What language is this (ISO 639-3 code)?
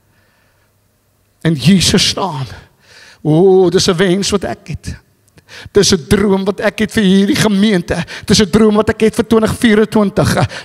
afr